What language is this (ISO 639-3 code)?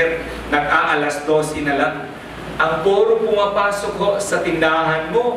fil